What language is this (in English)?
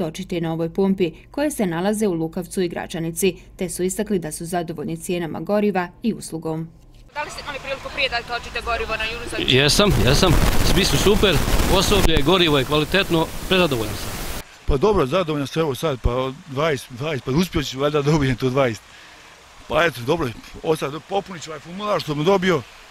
Bosnian